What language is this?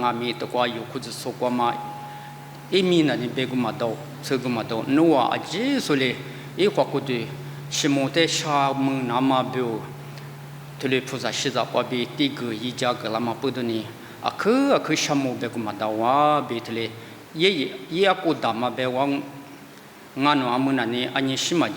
Lisu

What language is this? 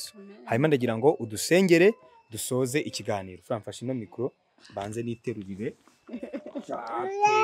Kinyarwanda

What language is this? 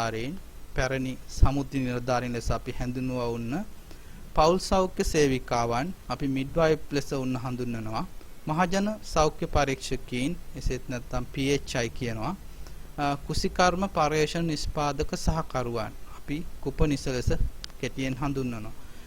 Sinhala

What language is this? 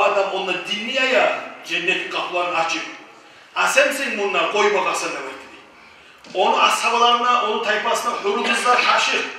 Kumyk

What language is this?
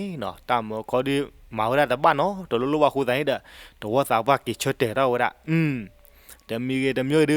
S'gaw Karen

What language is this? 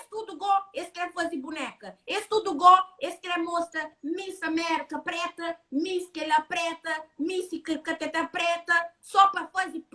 Kabuverdianu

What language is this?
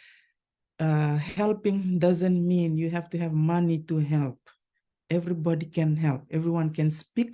Fijian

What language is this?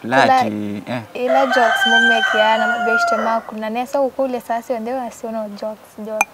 Kamba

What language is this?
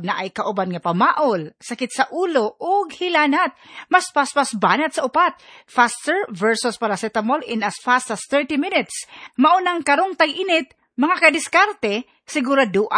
Cebuano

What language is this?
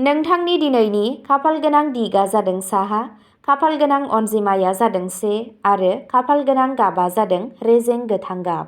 Bodo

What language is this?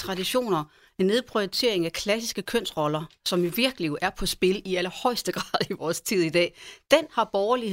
Danish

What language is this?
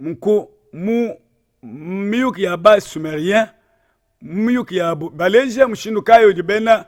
Luba-Lulua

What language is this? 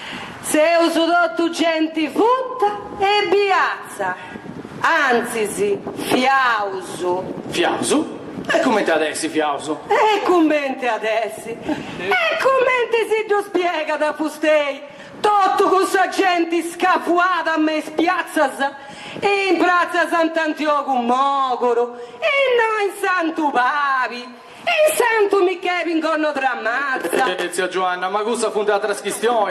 Sardinian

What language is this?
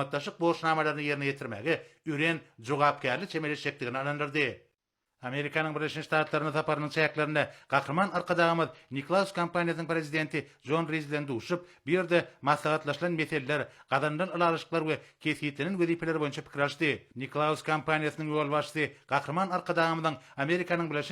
Turkmen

